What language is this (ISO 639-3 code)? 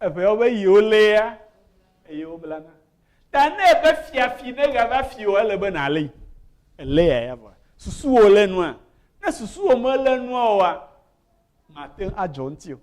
ewe